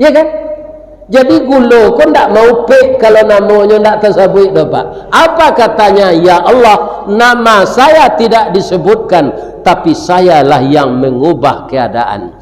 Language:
Minangkabau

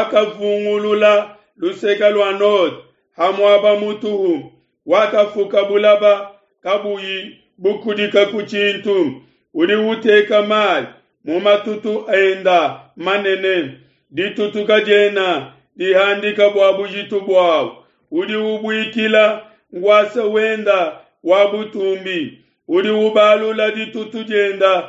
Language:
Luba-Lulua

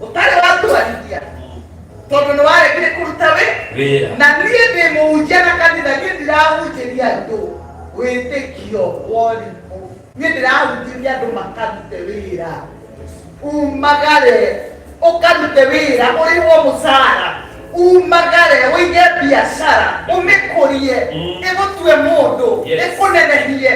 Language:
Kikuyu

